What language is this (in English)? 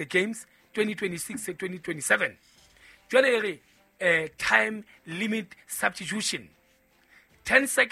Southern Sotho